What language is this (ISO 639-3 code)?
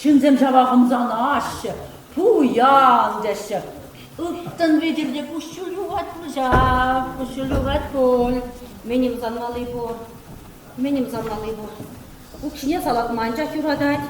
chv